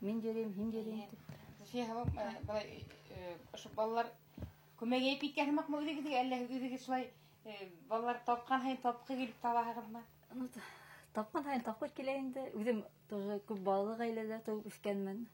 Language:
Bashkir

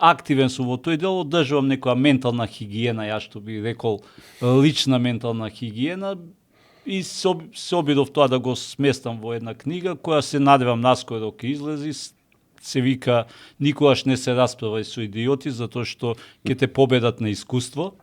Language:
Macedonian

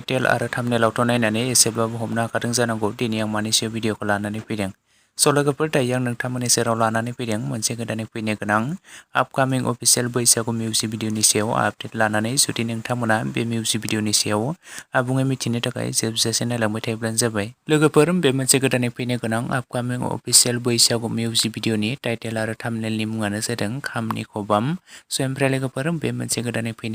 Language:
Bodo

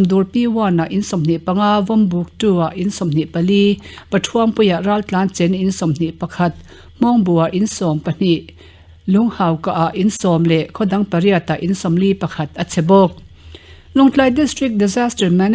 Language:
Mizo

